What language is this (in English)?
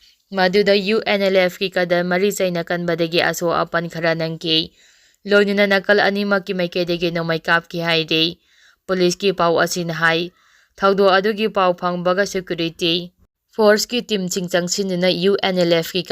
Manipuri